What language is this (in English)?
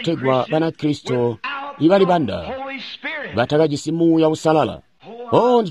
Tonga (Zambia)